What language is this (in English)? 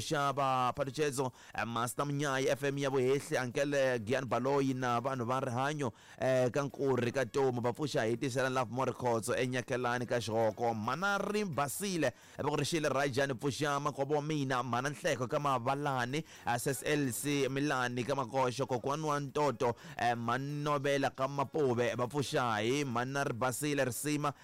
Tsonga